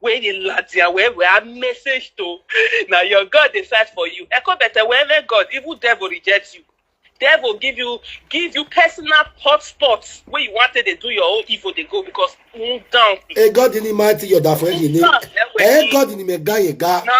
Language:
Nigerian Pidgin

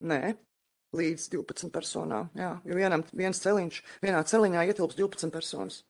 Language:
Latvian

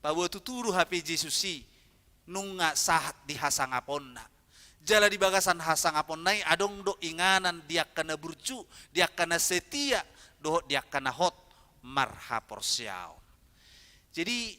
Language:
Batak Toba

